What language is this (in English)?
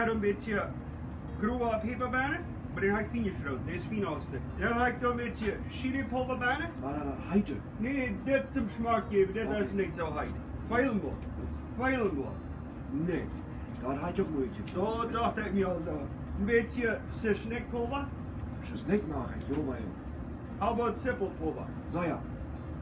Plautdietsch